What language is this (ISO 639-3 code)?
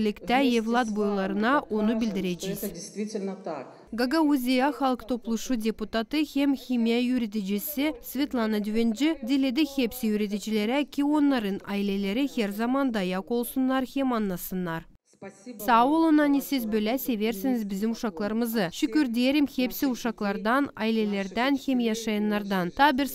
gag